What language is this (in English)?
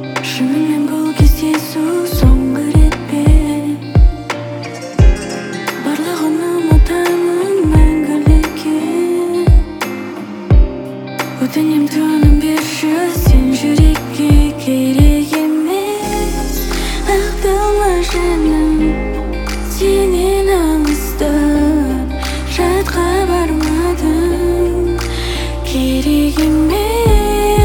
Kazakh